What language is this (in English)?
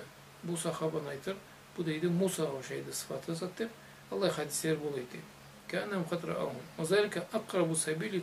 Karachay-Balkar